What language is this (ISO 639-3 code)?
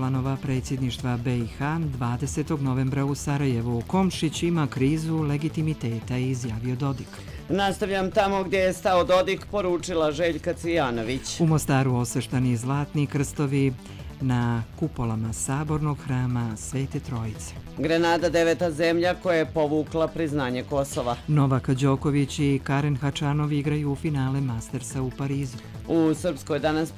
hrv